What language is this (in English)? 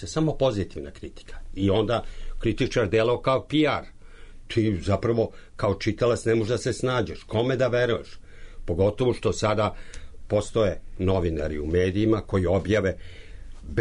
Serbian